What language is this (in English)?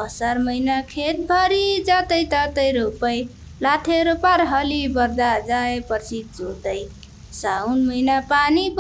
Nepali